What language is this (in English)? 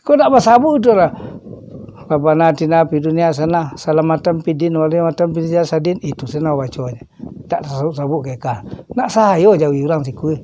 Minangkabau